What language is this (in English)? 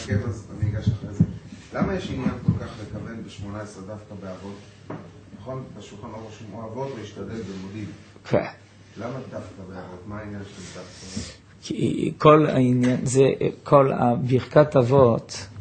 Hebrew